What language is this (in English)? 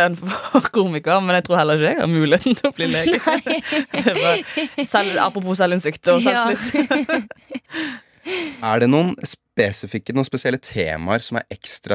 Norwegian